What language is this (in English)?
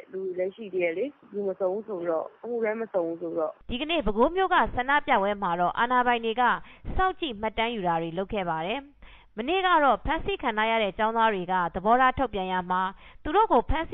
Burmese